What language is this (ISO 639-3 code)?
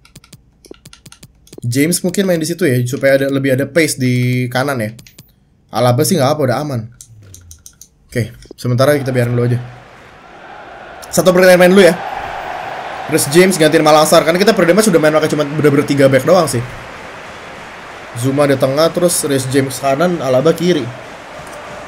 ind